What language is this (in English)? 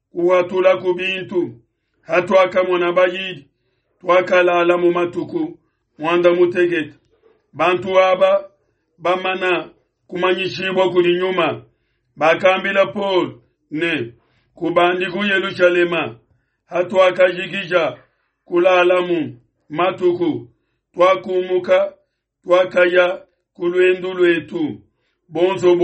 Luba-Lulua